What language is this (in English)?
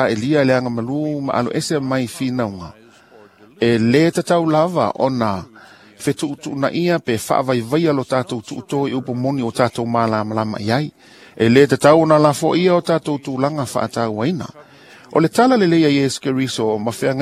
Samoan